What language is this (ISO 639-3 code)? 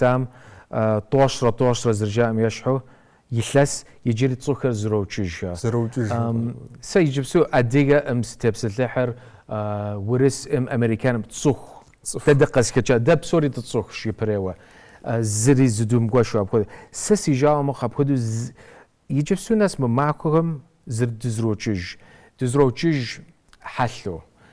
kbd